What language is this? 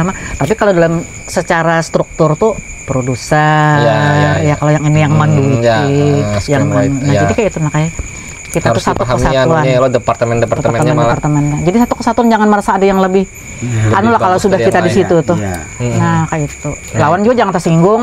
Banjar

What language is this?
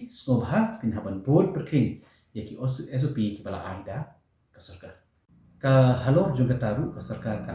Khasi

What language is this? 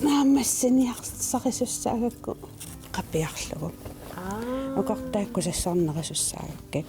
Kalaallisut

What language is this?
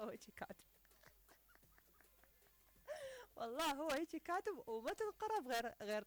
Mesopotamian Arabic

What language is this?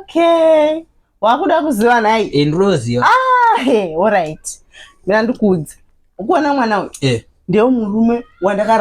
Shona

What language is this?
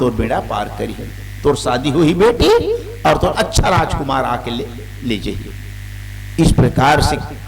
Chhattisgarhi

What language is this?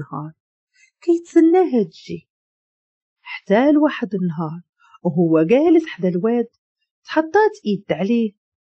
Moroccan Arabic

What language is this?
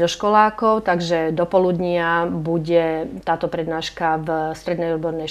Slovak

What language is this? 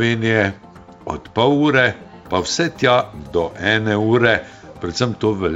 Slovenian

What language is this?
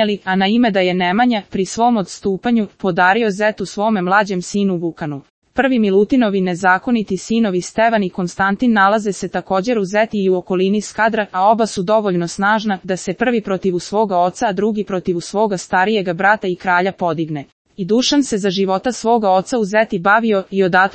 Serbian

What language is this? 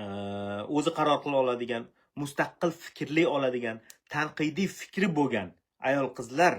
Uzbek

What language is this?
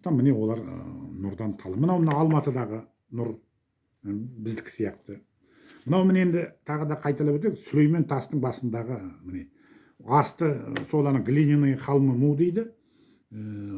Kazakh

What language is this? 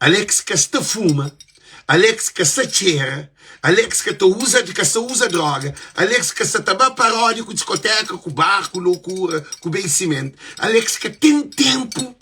Kabuverdianu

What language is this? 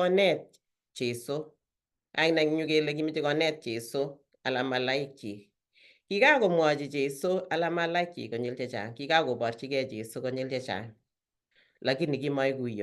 Kalenjin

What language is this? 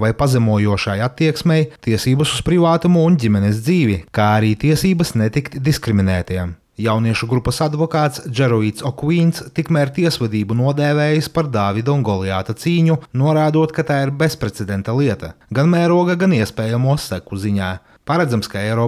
Latvian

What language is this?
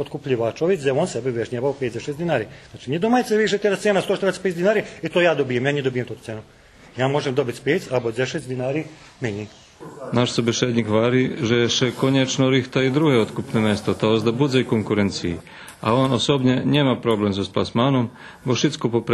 Rusyn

